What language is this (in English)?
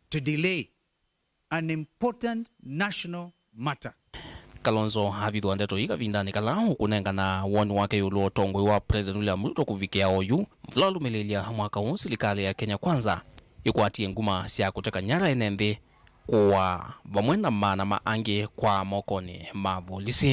Kamba